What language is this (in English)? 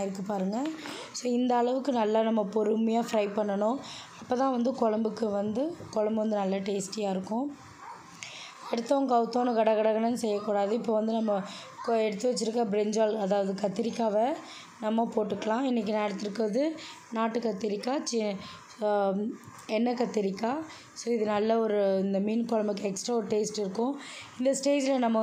Tamil